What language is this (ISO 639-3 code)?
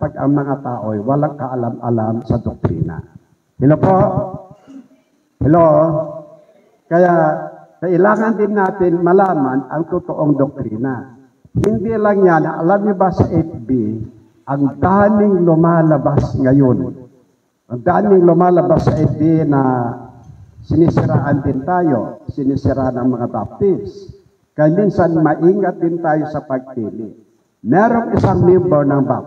fil